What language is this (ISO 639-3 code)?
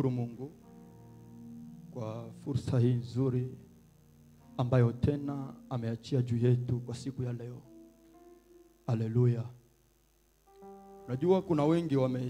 swa